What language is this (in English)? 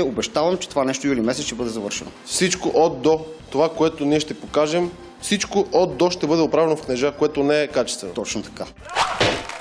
Bulgarian